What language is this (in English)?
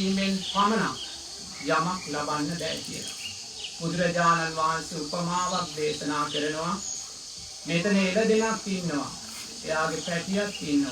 Sinhala